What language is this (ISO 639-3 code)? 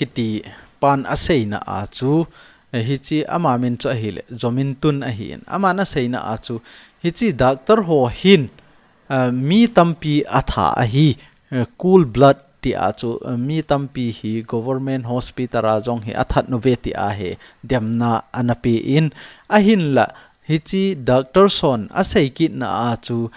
tcz